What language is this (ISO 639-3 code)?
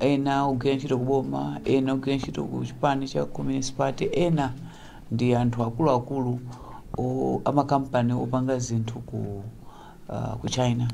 nya